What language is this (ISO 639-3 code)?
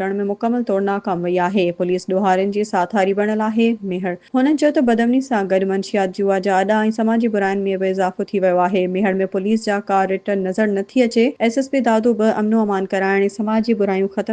snd